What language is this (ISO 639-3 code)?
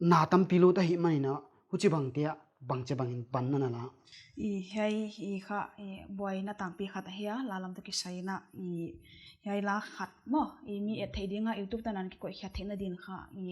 pck